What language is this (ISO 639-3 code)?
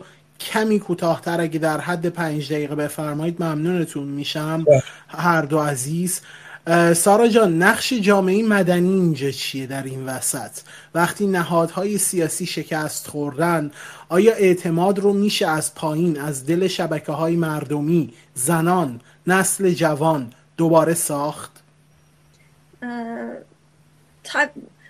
fas